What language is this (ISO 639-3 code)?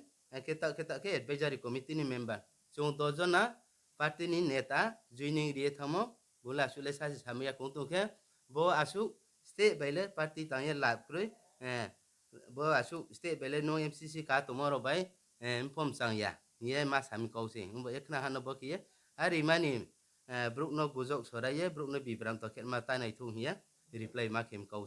ria